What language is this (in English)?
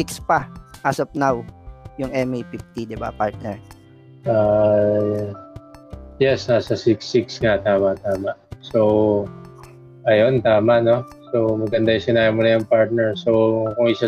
Filipino